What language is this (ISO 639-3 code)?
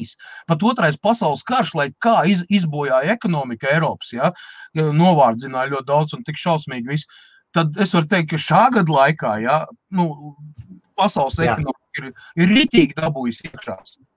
lav